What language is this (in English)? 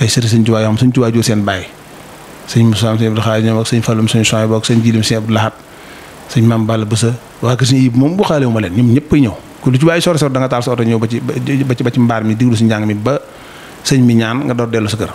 Wolof